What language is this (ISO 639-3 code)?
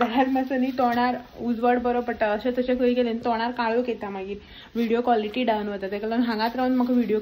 kok